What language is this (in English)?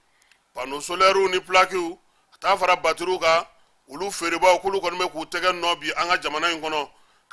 Bambara